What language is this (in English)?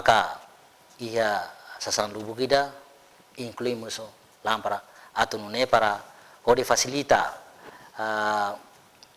Tetum